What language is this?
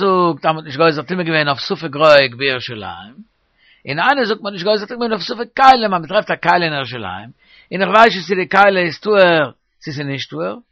Yiddish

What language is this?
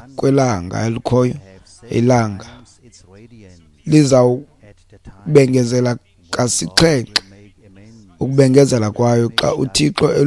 Xhosa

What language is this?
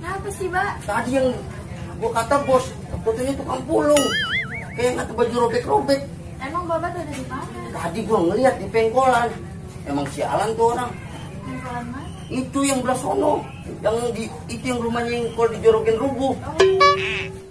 Betawi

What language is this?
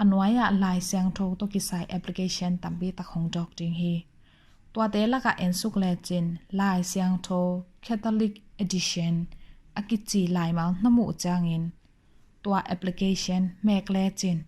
Tedim Chin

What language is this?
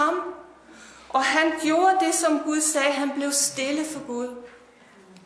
Danish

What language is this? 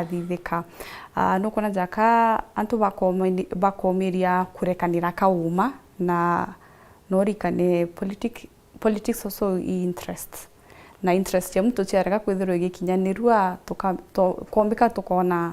Meru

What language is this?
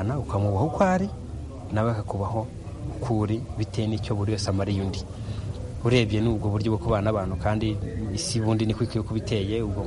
Kinyarwanda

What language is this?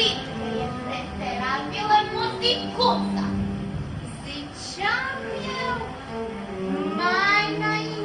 Romanian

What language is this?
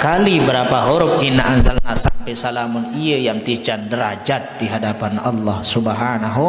Sasak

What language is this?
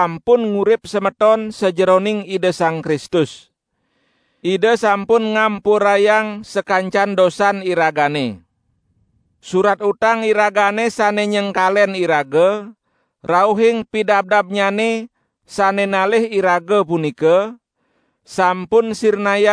Balinese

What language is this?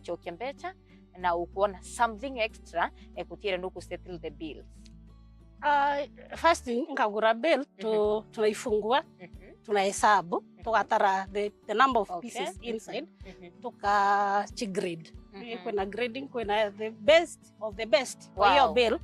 Meru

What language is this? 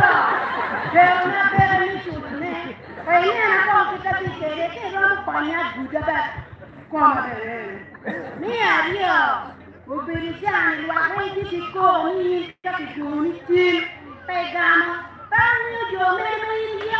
Acoli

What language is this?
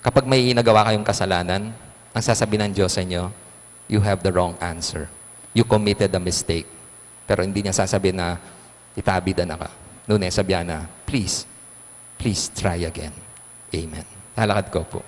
Pampanga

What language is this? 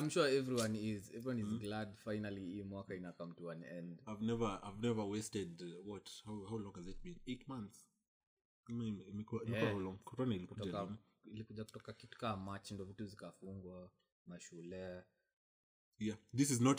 Swahili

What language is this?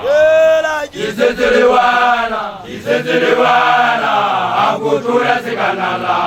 Southern Sotho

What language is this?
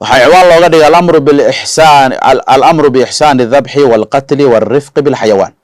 Somali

